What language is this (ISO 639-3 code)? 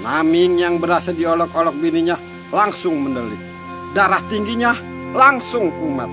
bew